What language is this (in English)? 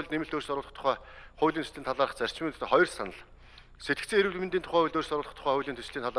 Mongolian